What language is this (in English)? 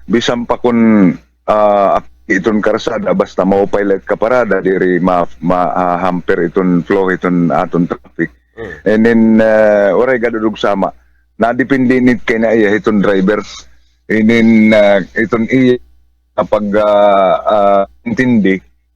Waray